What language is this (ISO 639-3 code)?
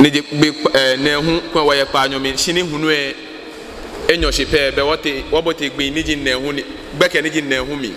gaa